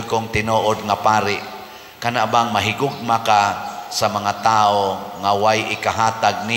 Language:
Cebuano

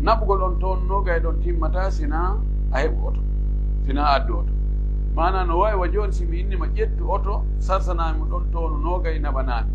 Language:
Pular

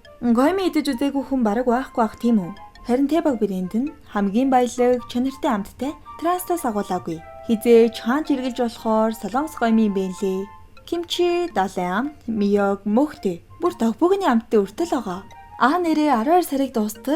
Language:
Mongolian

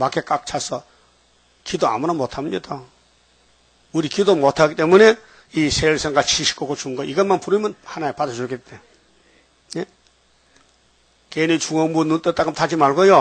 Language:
Korean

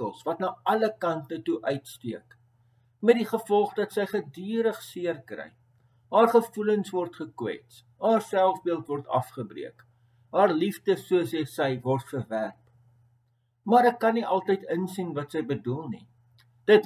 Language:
Afrikaans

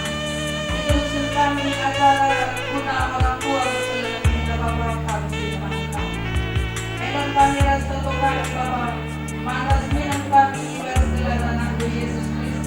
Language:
Batak Karo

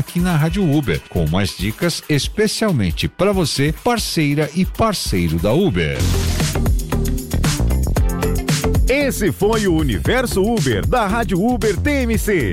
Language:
Portuguese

